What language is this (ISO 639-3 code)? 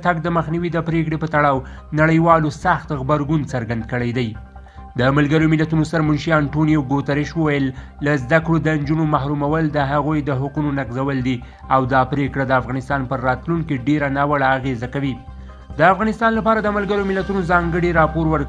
pus